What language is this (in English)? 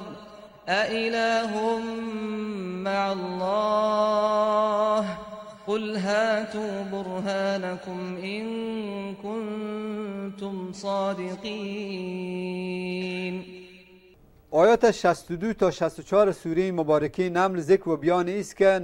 Persian